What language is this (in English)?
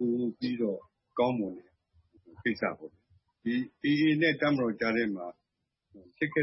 Burmese